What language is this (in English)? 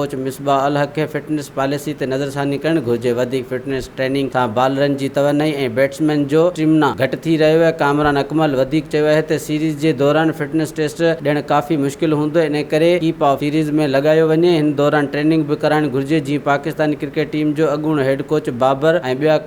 Sindhi